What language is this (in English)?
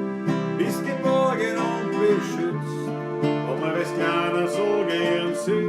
Bavarian